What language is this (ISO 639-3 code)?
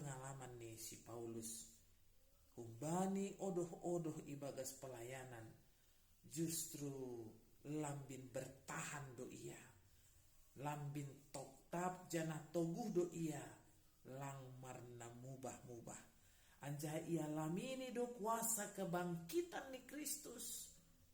bts